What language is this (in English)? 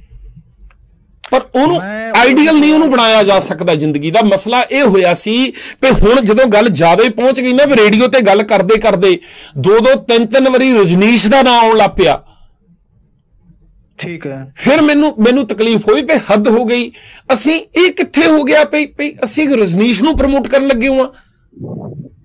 Punjabi